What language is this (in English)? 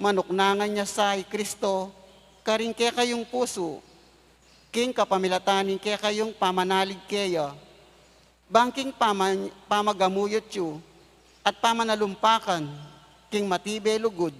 Pampanga